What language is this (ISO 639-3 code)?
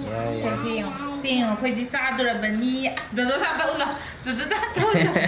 mni